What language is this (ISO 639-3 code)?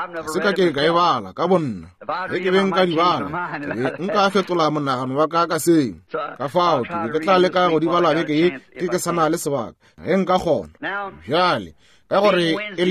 nso